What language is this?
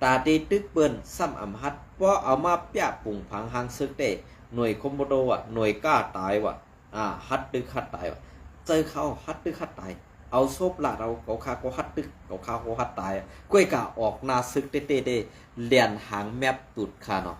Shan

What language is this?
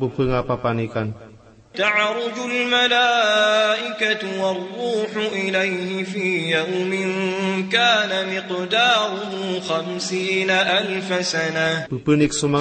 Maranao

